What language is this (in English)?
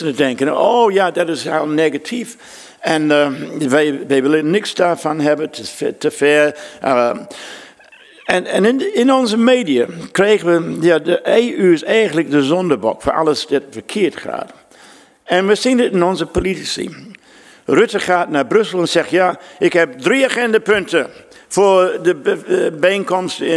Dutch